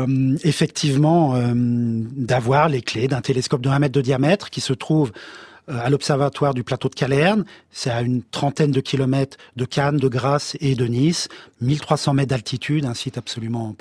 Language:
French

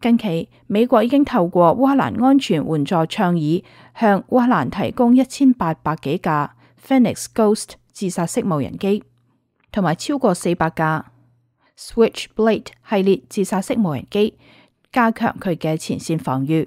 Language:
Cantonese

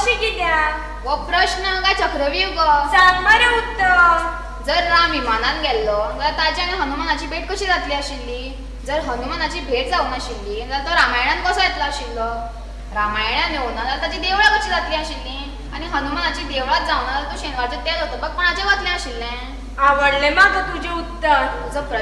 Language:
Konkani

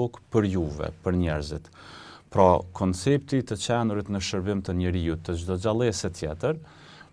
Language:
Albanian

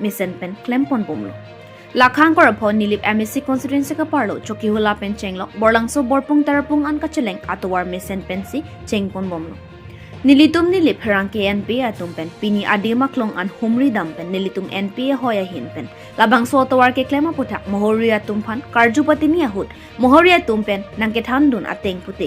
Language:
Karbi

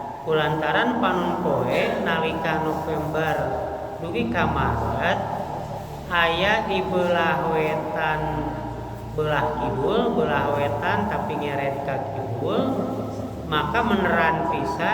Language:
Sundanese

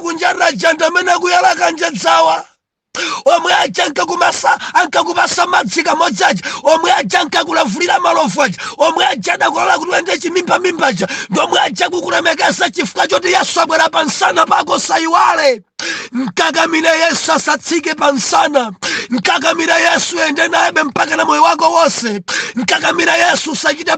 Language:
Nyanja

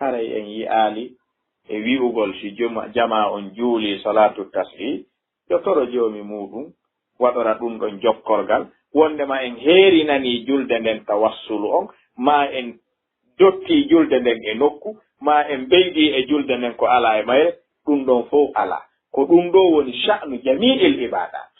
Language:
Fula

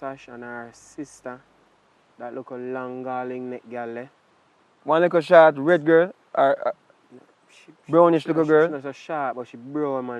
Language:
Jamaican Creole English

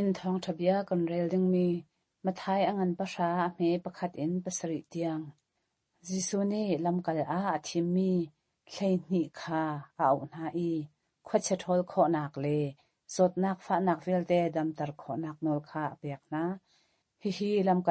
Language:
Hakha Chin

